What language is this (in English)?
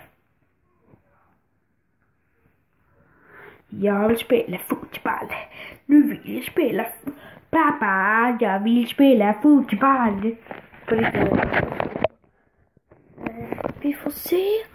Swedish